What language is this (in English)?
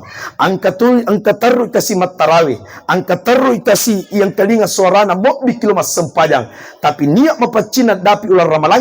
Buginese